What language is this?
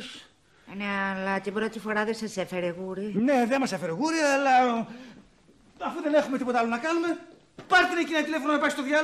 Greek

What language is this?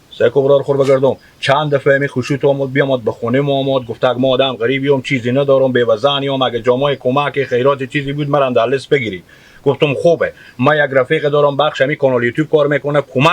Hazaragi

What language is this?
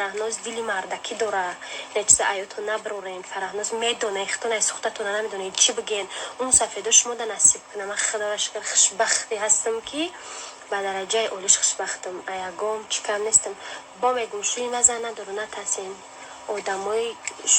Tajik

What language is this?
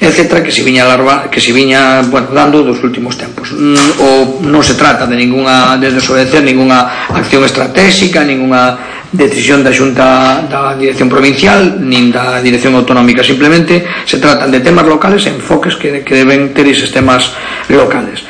Galician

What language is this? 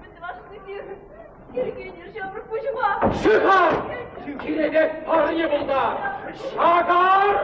Chuvash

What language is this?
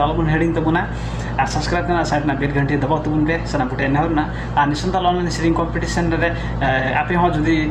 Santali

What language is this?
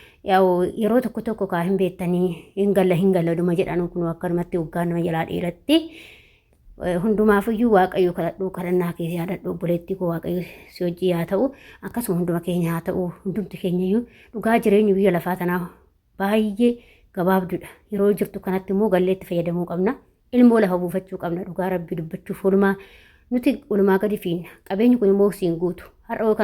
Oromo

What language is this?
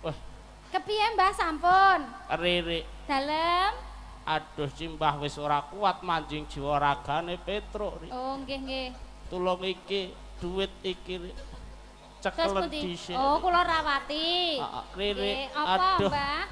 Javanese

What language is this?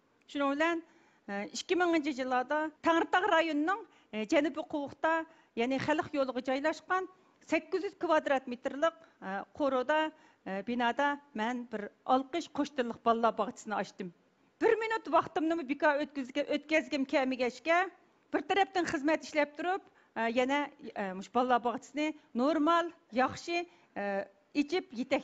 Uyghur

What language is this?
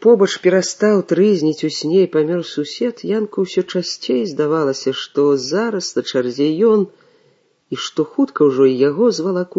Belarusian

